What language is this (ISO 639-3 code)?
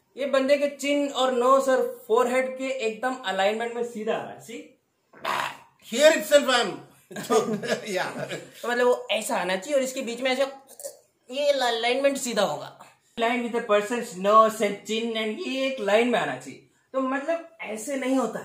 hin